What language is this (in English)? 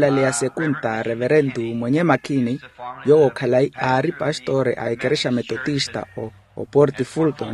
Makhuwa